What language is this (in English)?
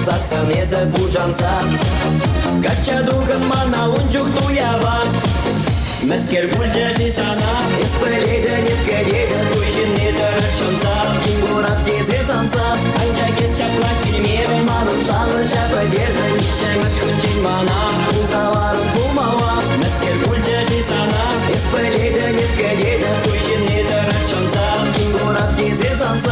Chuvash